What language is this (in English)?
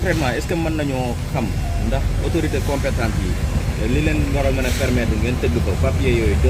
Wolof